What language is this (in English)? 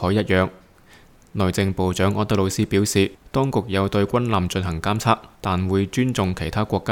Cantonese